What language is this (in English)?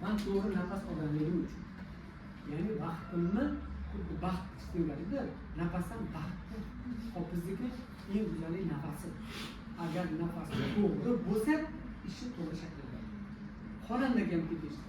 Uzbek